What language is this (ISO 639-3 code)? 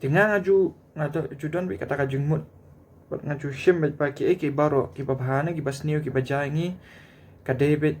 kha